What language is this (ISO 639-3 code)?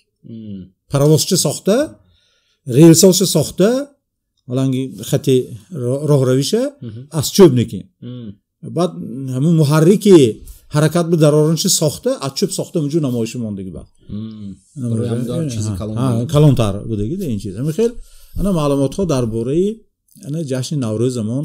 tgk